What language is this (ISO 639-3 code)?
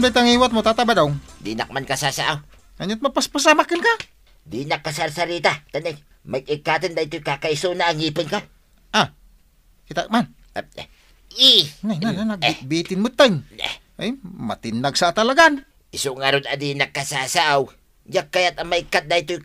ilo